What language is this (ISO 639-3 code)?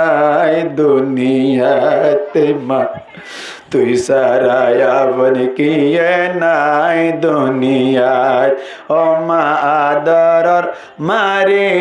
rhg